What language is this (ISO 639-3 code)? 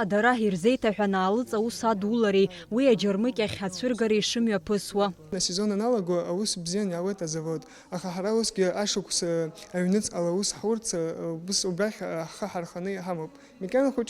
abk